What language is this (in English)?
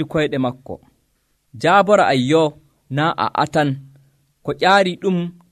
Nigerian Fulfulde